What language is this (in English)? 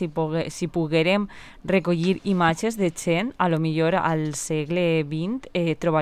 Catalan